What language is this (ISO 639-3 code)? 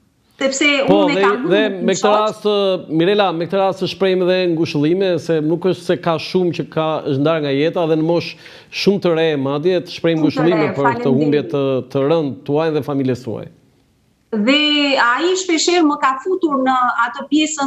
sqi